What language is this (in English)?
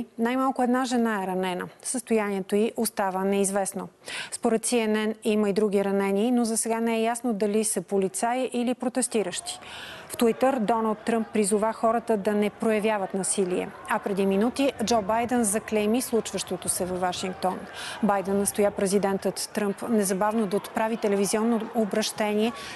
Bulgarian